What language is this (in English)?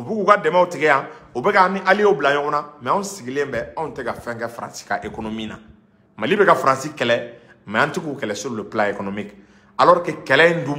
Bambara